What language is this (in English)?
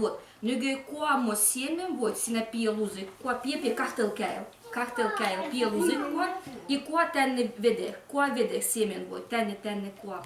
Livvi